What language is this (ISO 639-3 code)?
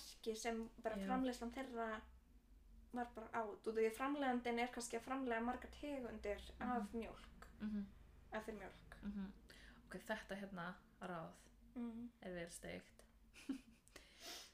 isl